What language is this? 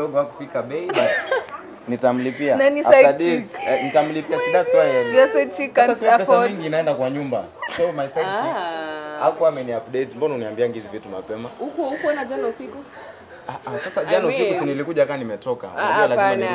Swahili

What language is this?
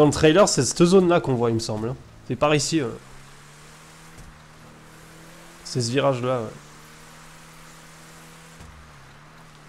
French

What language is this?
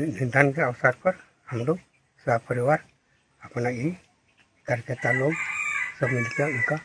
Santali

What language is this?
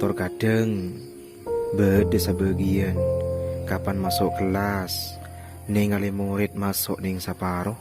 Madurese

